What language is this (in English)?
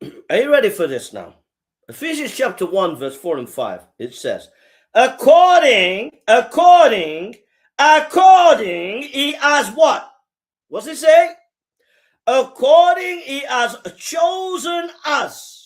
English